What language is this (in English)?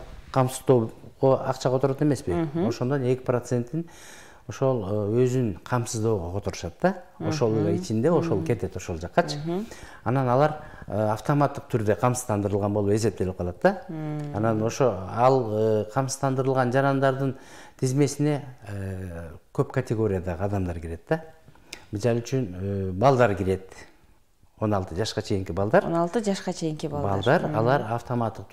Kyrgyz